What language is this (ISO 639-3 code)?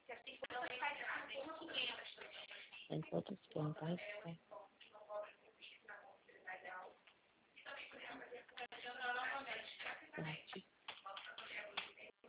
por